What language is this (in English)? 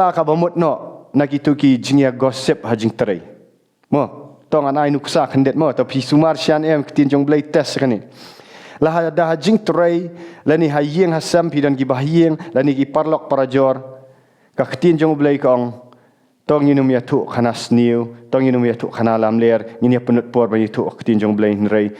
Khasi